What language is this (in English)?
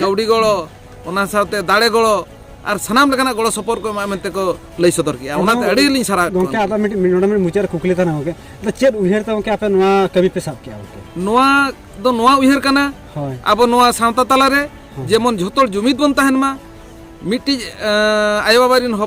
Santali